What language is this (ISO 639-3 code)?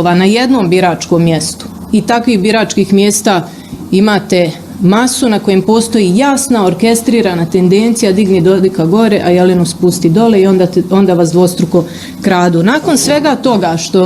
bos